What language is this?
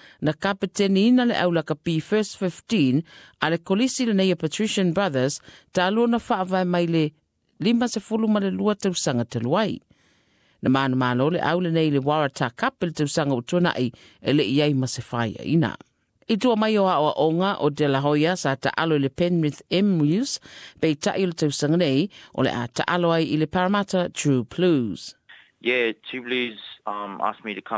Samoan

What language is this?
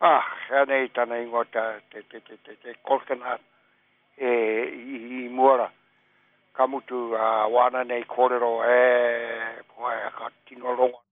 Māori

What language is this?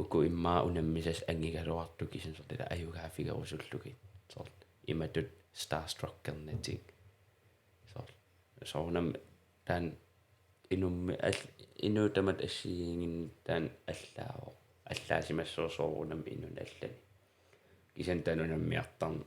Kalaallisut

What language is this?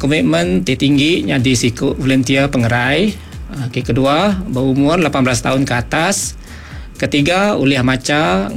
Iban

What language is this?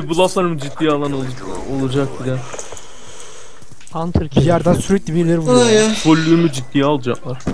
Turkish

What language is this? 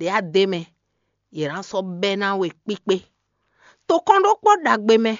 Fon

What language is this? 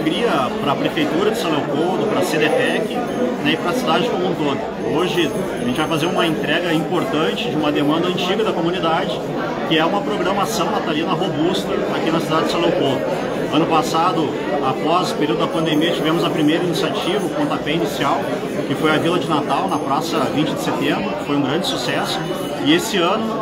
Portuguese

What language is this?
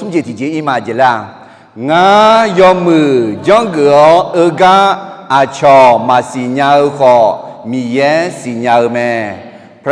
Akha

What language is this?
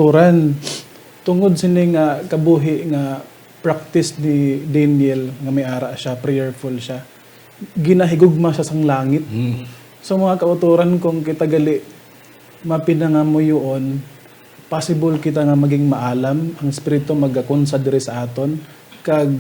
Hiligaynon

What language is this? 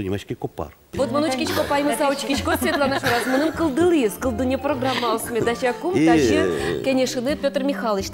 Udmurt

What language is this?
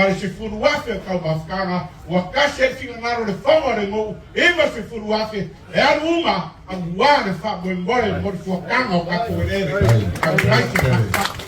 Samoan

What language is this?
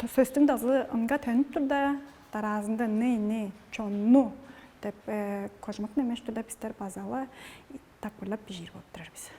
Tuvinian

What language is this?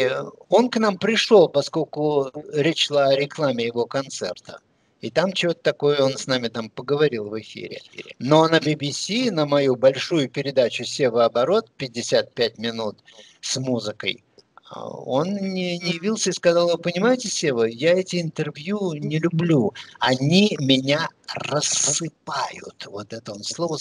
Russian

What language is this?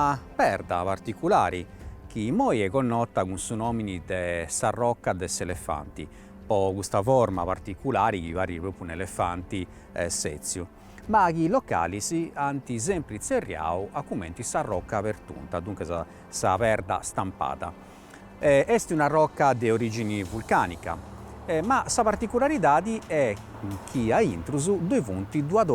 Sardinian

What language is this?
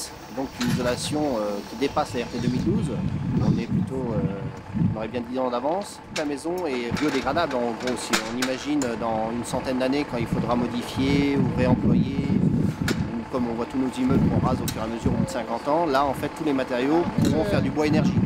French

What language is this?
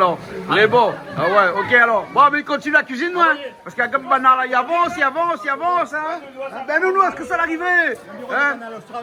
Réunion Creole French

